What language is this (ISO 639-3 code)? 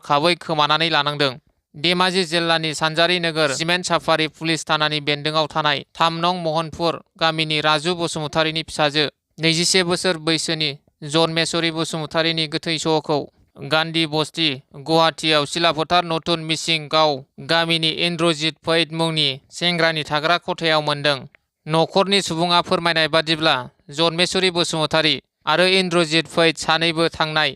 brx